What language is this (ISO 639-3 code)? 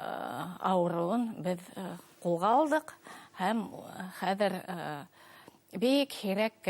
bak